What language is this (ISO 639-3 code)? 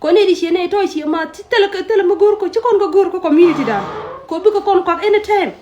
nus